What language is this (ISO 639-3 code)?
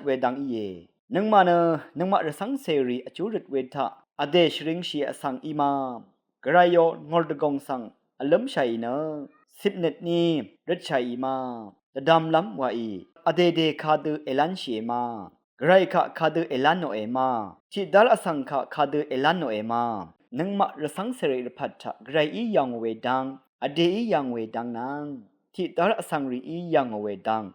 raw